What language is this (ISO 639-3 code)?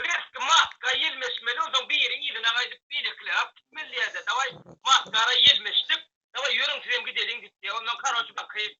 tuk